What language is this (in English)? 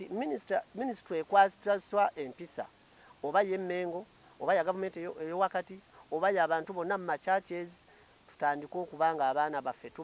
Ganda